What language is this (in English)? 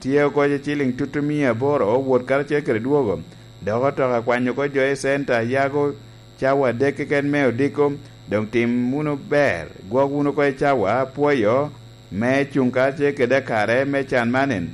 Lango (Uganda)